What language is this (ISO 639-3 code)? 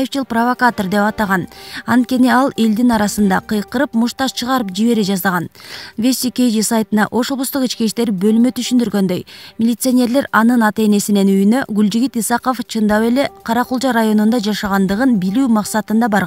kir